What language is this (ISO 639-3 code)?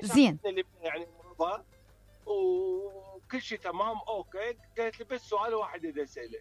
acm